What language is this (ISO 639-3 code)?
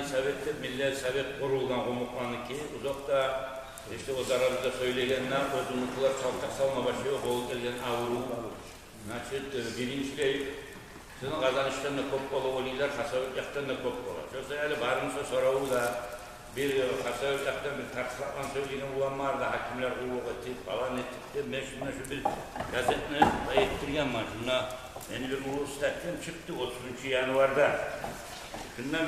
kum